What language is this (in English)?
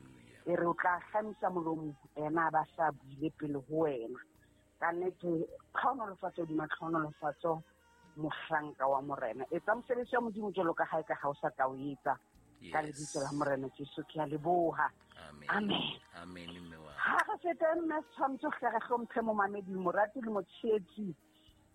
Southern Sotho